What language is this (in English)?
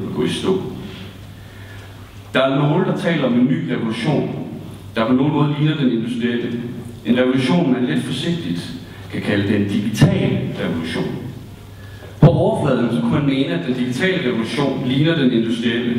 Danish